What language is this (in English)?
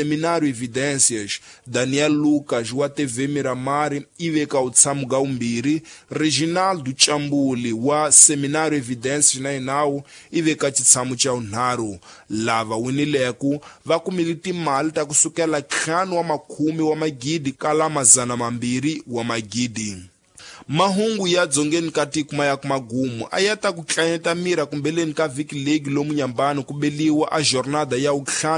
Tsonga